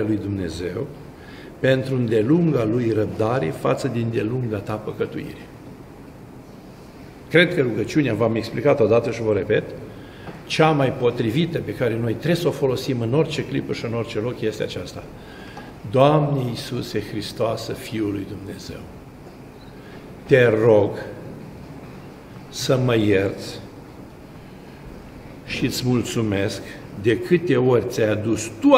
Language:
Romanian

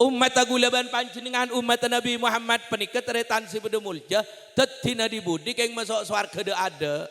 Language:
Madurese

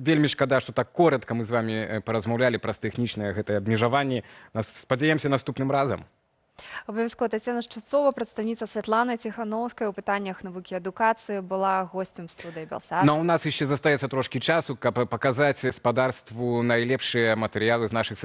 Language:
Belarusian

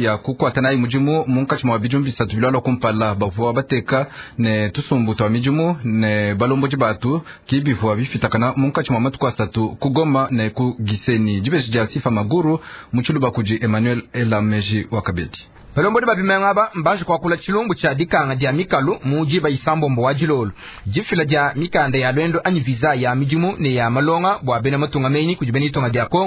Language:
Luba-Lulua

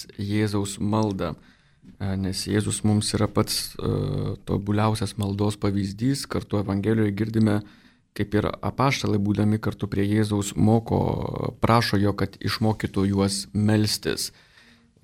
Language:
Lithuanian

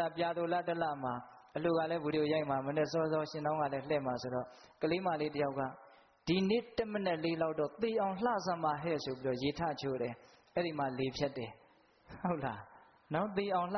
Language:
Burmese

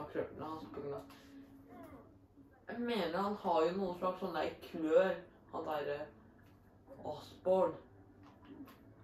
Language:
Norwegian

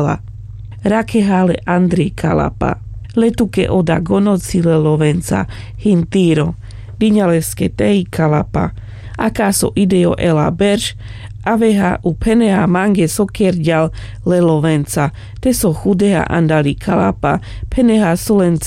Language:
Carpathian Romani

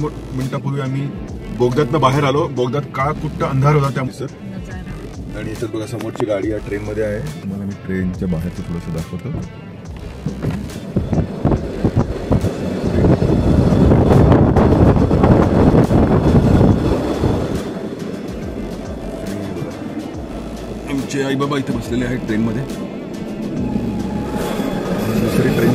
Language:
Marathi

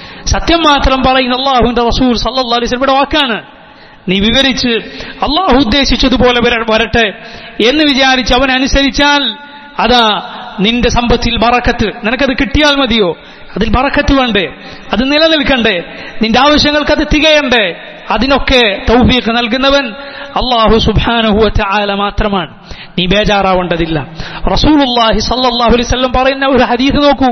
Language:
Malayalam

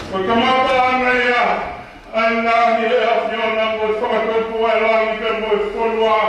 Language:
Tongan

